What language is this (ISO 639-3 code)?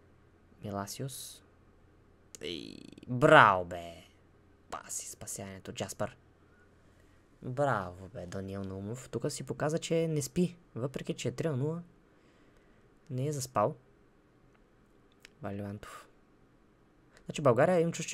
bul